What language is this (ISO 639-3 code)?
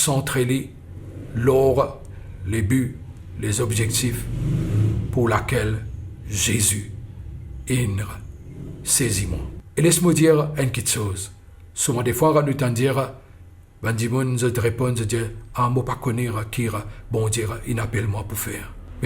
mfe